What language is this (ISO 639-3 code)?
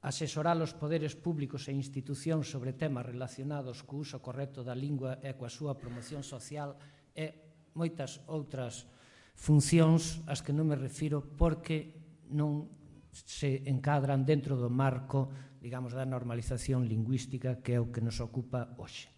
glg